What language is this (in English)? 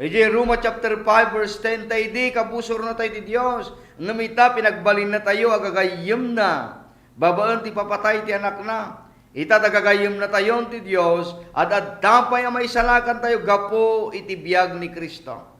Iloko